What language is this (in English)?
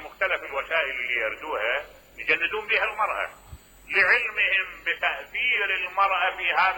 Mesopotamian Arabic